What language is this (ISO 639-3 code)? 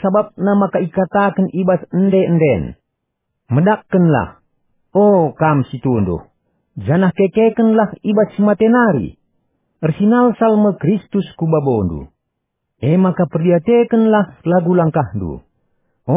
btx